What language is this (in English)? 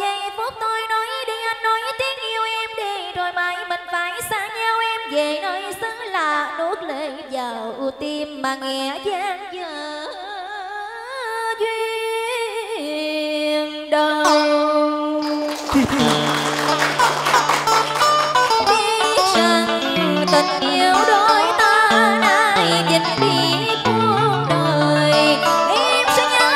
Vietnamese